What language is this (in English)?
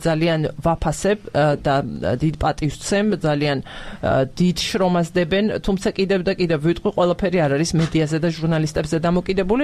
Georgian